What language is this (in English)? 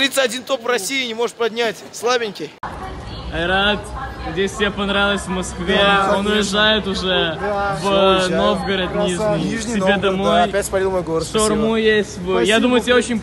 Russian